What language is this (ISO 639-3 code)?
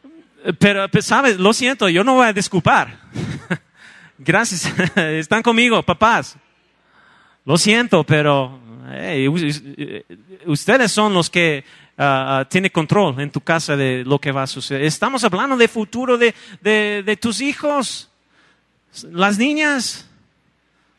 spa